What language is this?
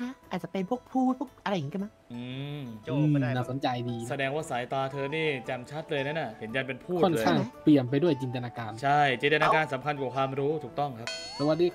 Thai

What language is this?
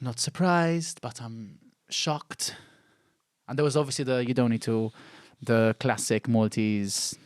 English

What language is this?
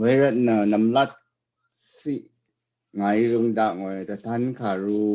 Rawang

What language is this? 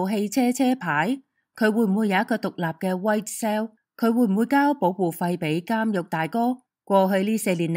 Cantonese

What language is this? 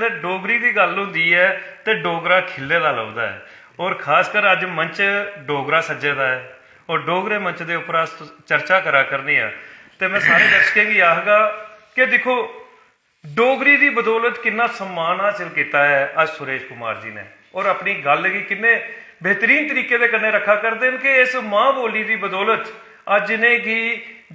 Dogri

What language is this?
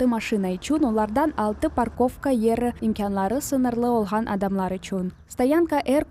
Crimean Tatar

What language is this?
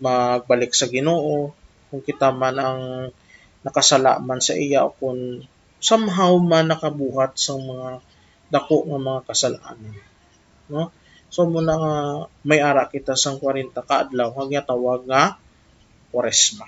Hiligaynon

